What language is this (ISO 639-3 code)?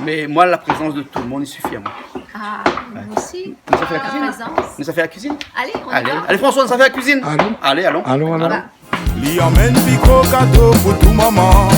rcf